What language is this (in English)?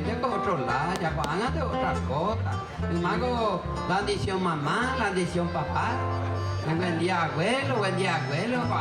Guarani